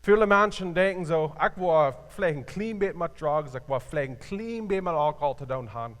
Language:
Plautdietsch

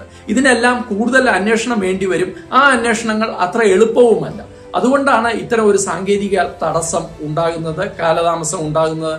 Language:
Malayalam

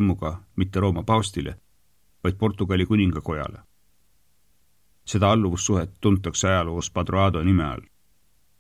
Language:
Estonian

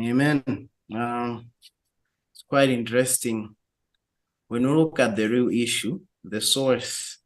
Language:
English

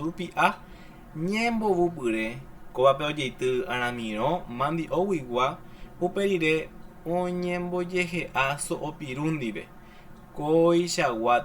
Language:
Guarani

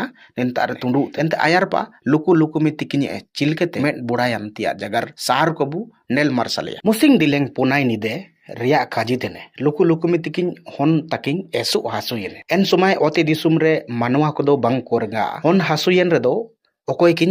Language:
Ho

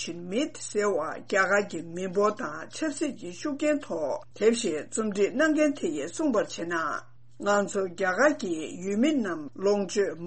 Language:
Tibetan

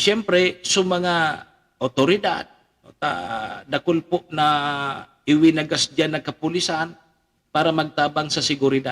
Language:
Bikol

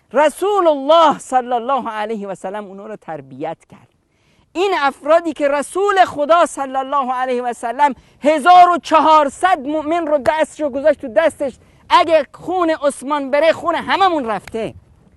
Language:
Persian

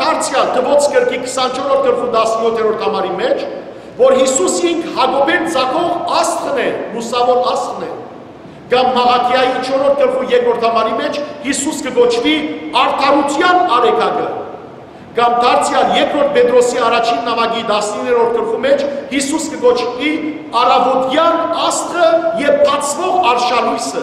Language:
Western Armenian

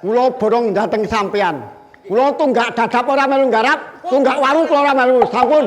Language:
Javanese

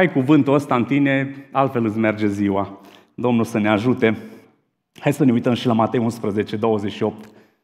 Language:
Romanian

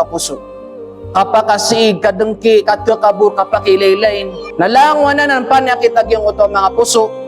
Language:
Maranao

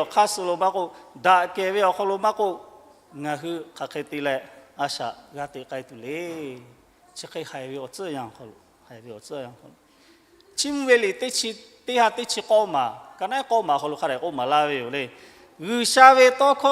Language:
Lahu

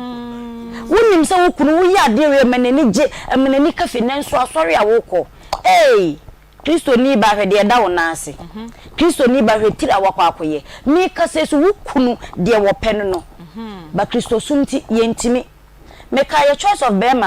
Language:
Akan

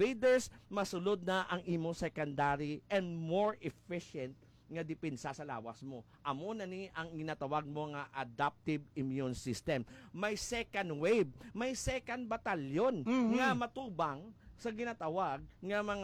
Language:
Hiligaynon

